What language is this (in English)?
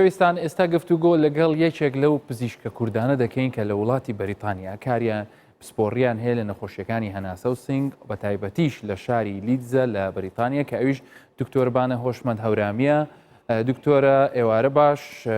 Central Kurdish